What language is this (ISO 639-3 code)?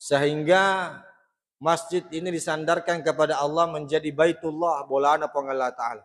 bug